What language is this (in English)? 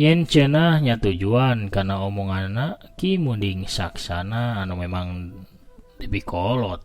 Sundanese